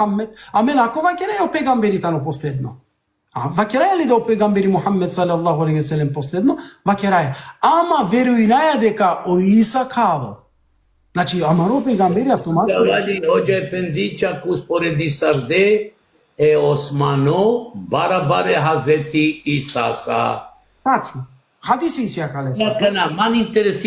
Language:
Balkan Romani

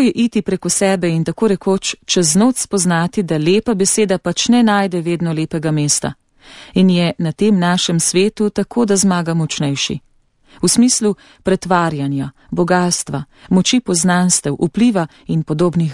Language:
Slovenian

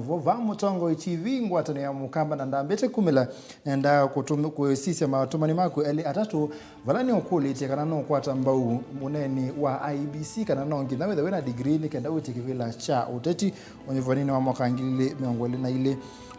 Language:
Kamba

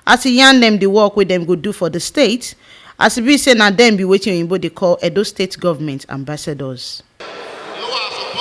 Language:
Nigerian Pidgin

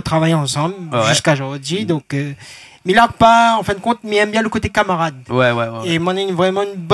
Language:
Réunion Creole French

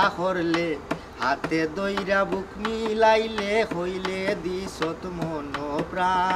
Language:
Sylheti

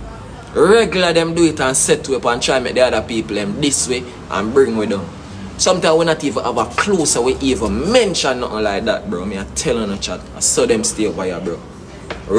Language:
Jamaican Creole English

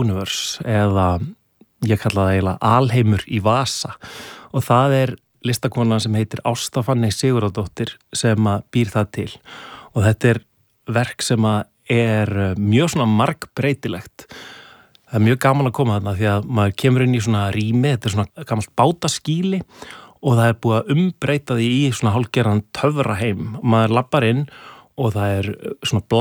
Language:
Icelandic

